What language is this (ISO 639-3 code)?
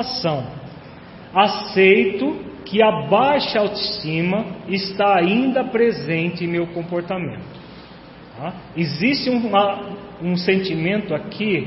por